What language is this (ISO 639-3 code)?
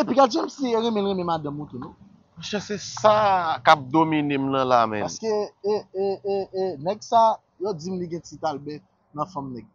hat